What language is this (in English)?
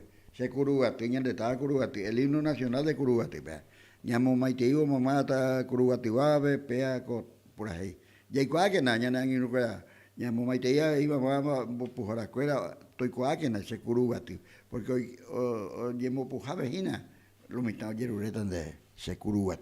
Guarani